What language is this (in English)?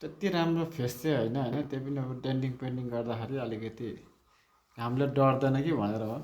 Nepali